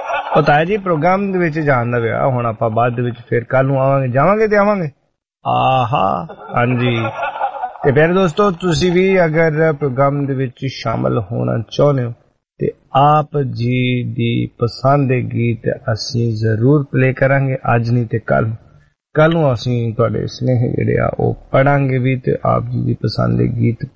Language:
Punjabi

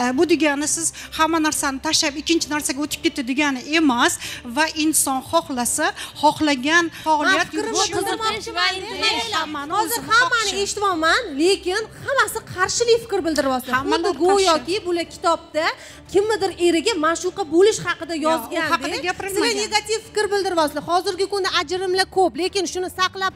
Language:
Uzbek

